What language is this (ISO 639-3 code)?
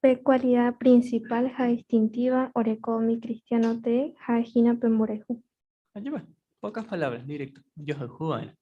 grn